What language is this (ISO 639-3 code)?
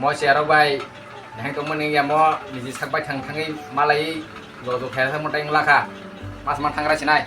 trp